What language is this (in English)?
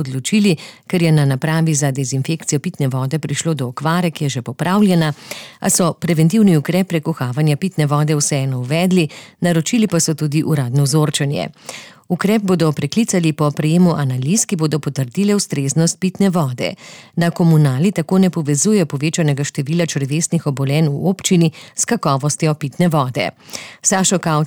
Slovenian